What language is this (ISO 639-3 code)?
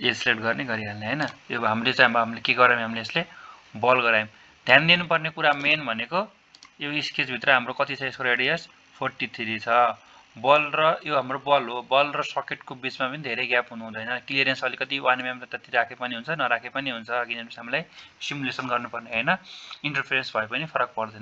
nep